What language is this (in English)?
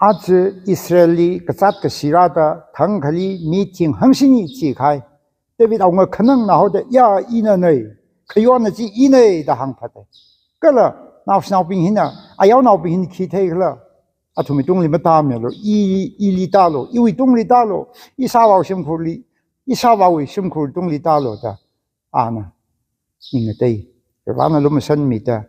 Tangkhul Naga (India)